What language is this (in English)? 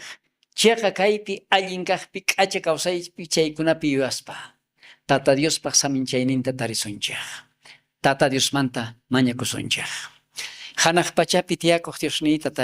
South Bolivian Quechua